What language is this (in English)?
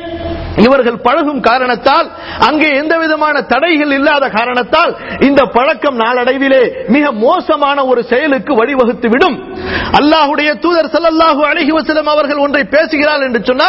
Tamil